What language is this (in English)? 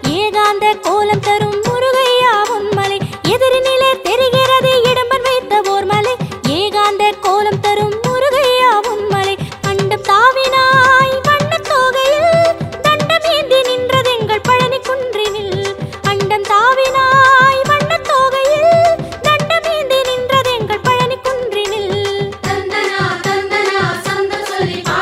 Tamil